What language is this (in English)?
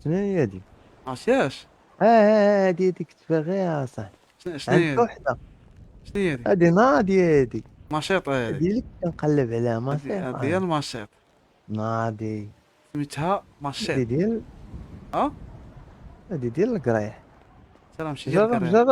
Moroccan Arabic